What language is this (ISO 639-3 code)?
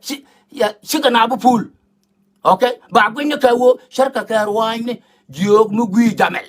nus